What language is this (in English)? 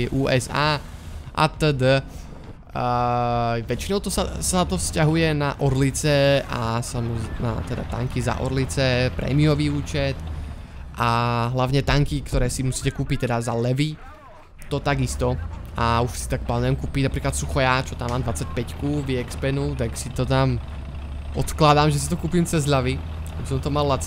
Slovak